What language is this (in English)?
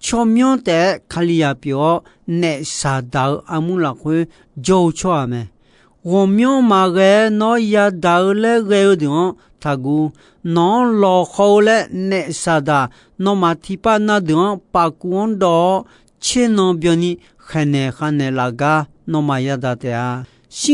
Akha